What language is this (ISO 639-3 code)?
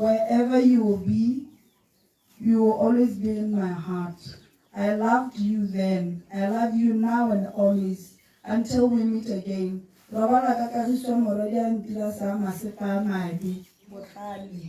tsn